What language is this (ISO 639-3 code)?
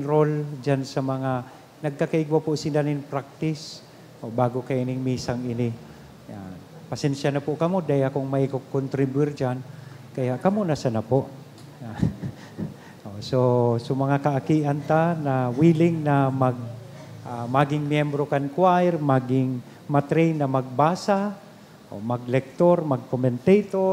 bik